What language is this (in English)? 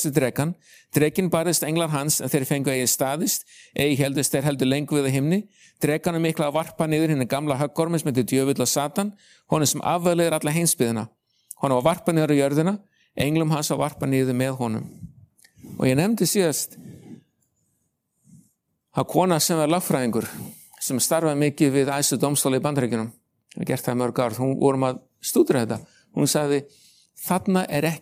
Icelandic